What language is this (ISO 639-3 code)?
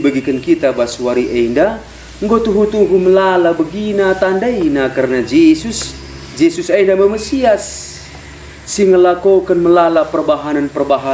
btx